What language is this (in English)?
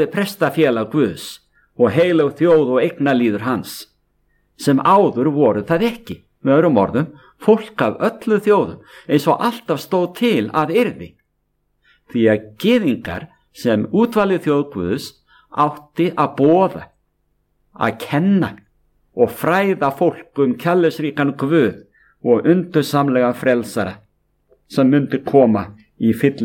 Icelandic